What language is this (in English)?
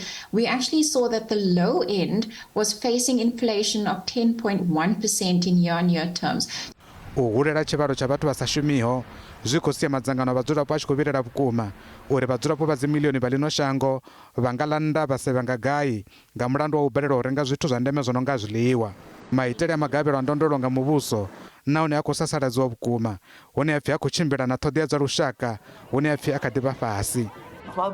Venda